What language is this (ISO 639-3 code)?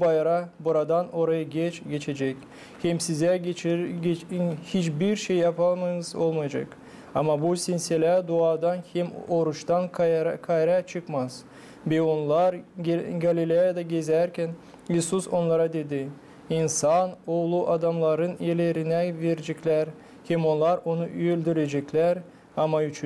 gag